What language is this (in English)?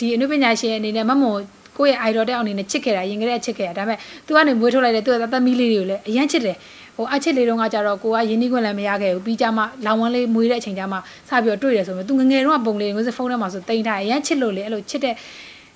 Burmese